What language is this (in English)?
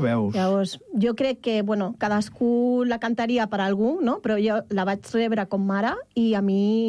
Catalan